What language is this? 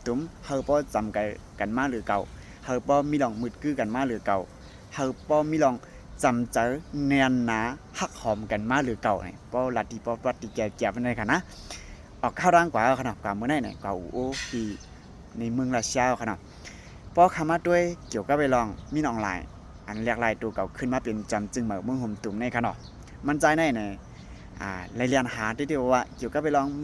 Shan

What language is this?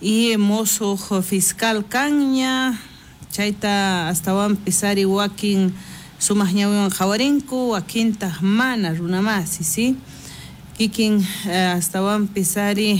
South Bolivian Quechua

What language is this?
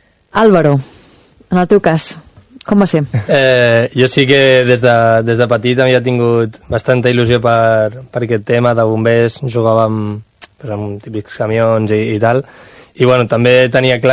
Catalan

